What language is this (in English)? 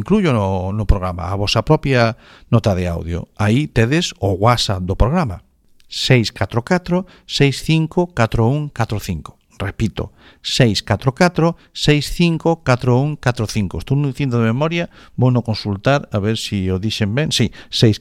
Galician